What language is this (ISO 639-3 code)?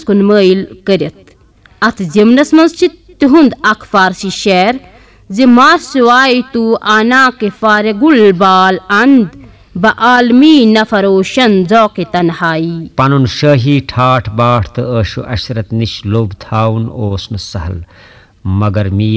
kas